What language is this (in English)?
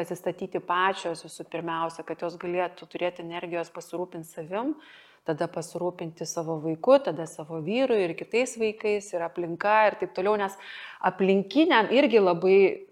Lithuanian